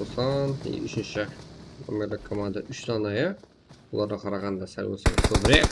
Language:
Kara-Kalpak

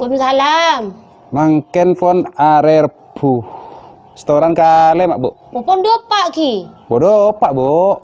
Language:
Madurese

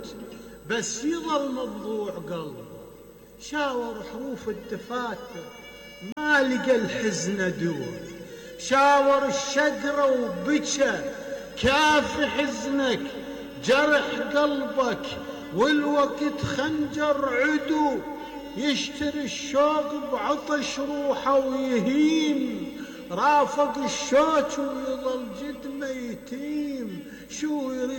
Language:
Mesopotamian Arabic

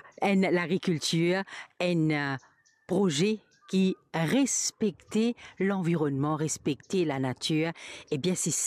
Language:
Morisyen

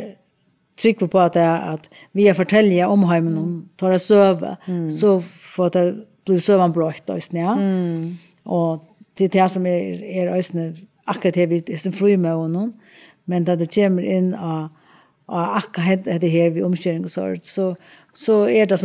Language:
Faroese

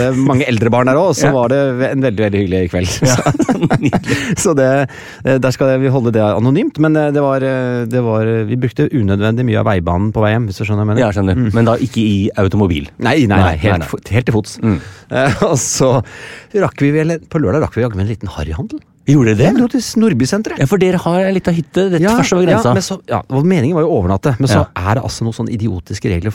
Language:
Norwegian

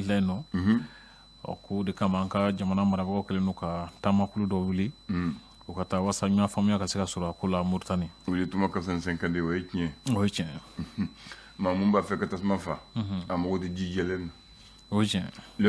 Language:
Bambara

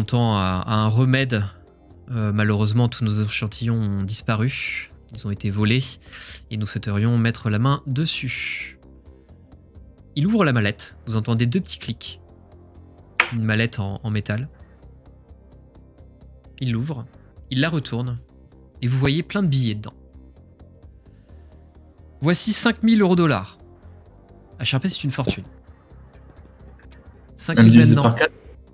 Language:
French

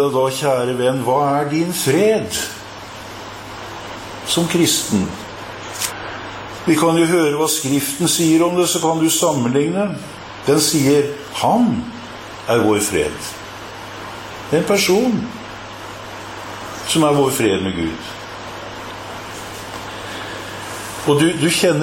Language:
Norwegian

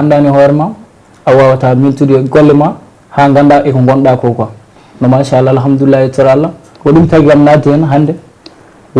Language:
Fula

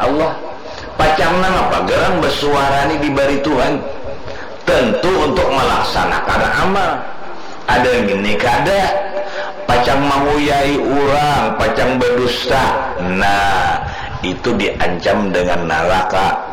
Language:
Banjar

